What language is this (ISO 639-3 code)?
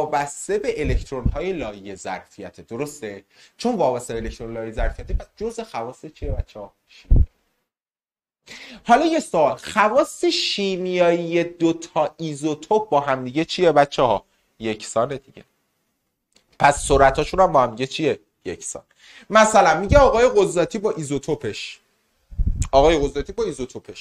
fas